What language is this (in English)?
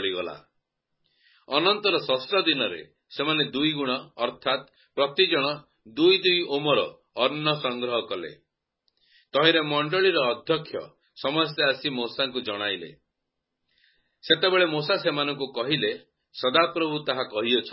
Odia